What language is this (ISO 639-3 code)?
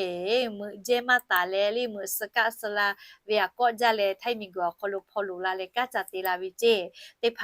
lhu